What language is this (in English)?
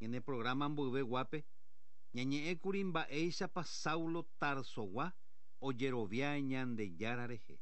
Guarani